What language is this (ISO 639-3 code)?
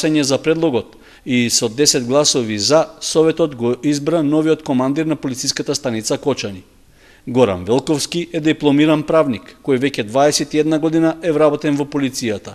mkd